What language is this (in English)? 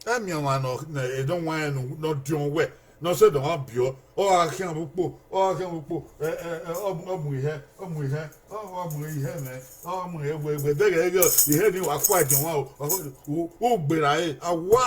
Bini